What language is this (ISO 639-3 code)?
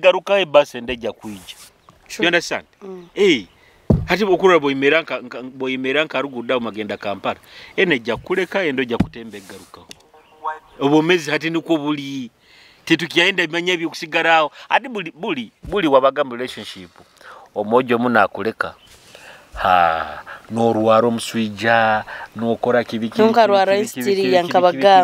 nyo